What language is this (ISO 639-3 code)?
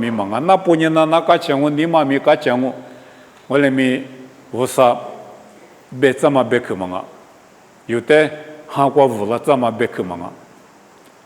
lis